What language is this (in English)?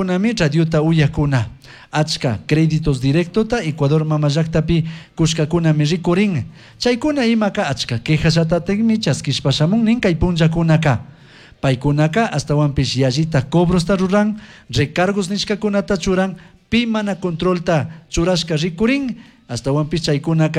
Chimborazo Highland Quichua